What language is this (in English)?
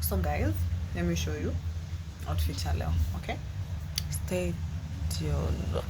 Swahili